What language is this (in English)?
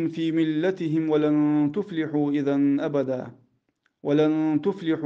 Ingush